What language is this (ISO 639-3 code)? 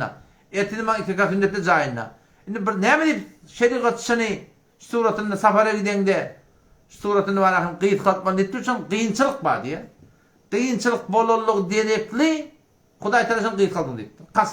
tuk